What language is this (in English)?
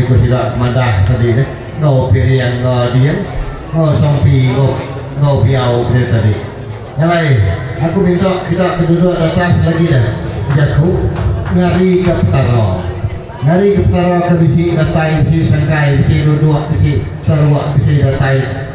Iban